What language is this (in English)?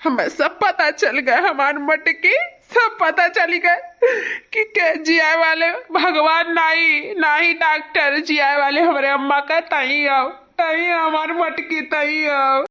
Awadhi